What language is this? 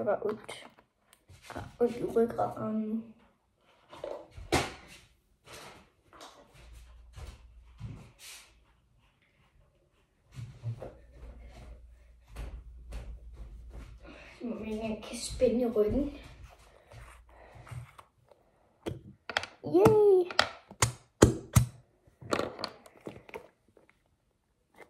Danish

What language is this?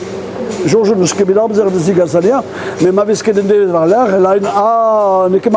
Breton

